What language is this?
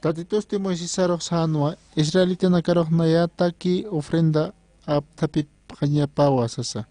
Aymara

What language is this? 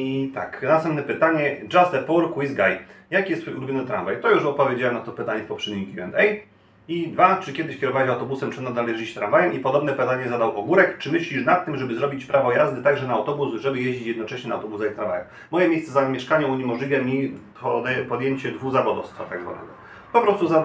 Polish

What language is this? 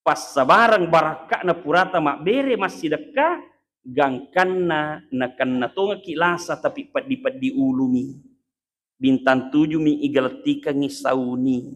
Buginese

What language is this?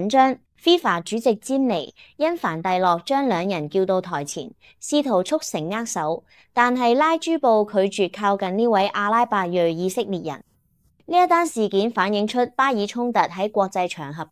Cantonese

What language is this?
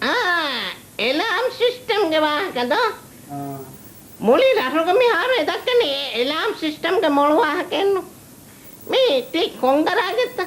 Divehi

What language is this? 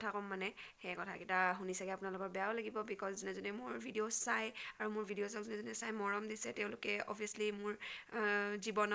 Assamese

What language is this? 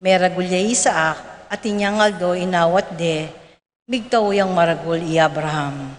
Pampanga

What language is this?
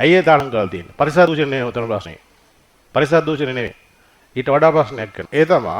Sinhala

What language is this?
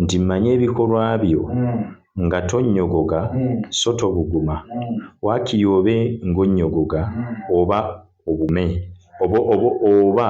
Ganda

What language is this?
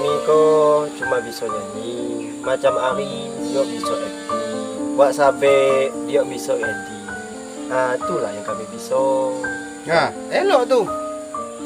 Minangkabau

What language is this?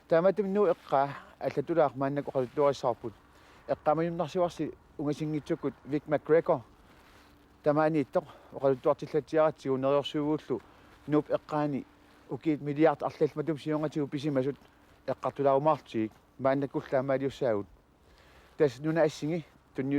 Kalaallisut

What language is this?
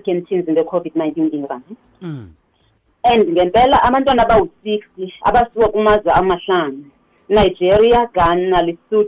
South Ndebele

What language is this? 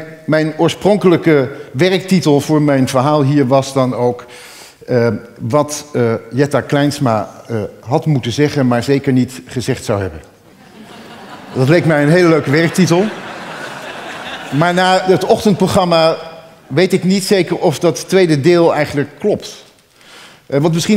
Dutch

